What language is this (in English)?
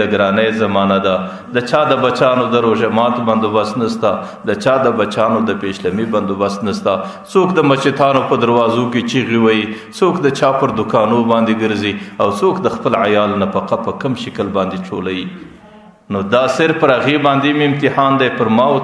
Pashto